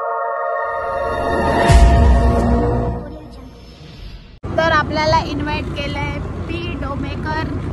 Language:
Marathi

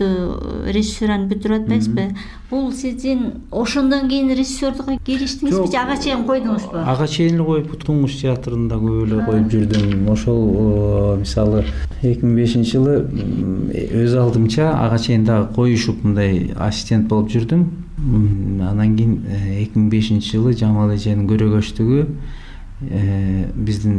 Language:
Kyrgyz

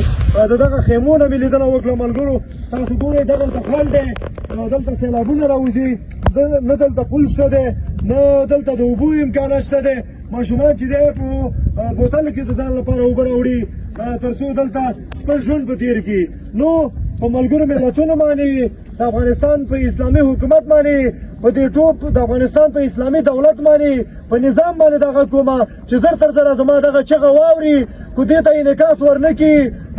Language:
Pashto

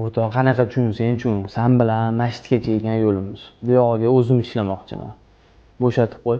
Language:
Uzbek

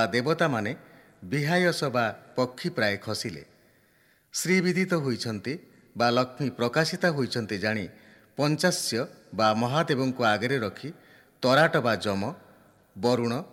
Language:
Odia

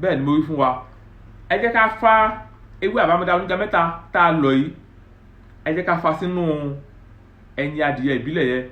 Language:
Yoruba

